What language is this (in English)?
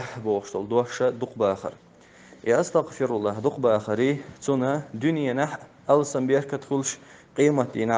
Chechen